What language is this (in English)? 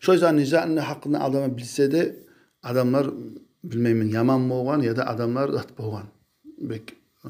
Kumyk